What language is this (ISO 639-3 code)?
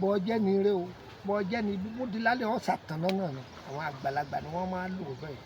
yor